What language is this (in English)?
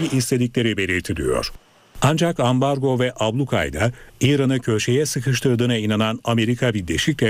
Turkish